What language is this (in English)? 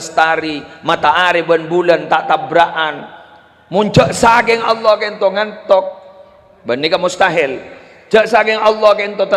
Madurese